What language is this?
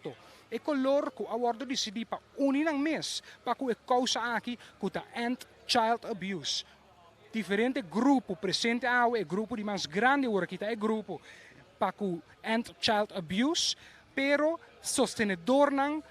Papiamento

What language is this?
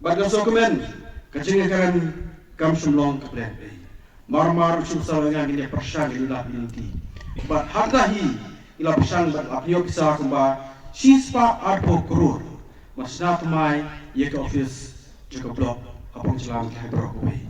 Khasi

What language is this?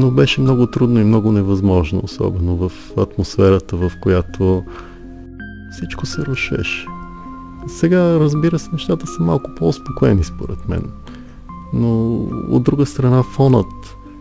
Bulgarian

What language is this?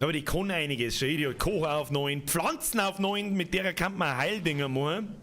Bavarian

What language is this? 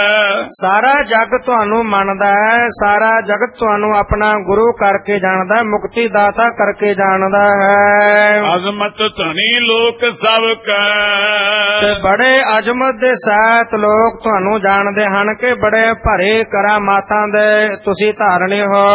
Punjabi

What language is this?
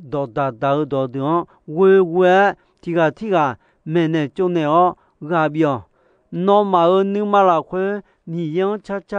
Akha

